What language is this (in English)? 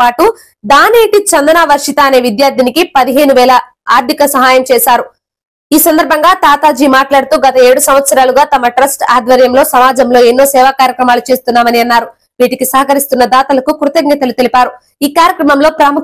Telugu